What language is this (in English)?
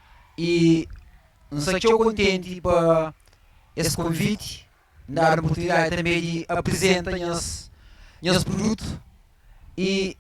Kabuverdianu